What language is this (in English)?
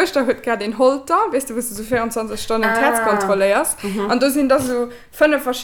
Luxembourgish